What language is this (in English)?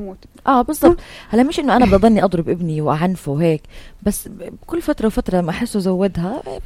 North Levantine Arabic